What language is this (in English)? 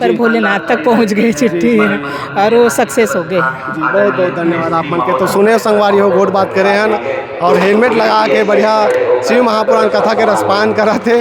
Chhattisgarhi